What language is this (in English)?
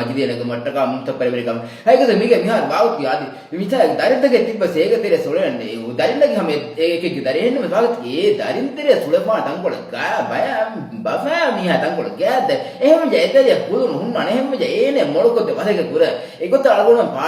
Divehi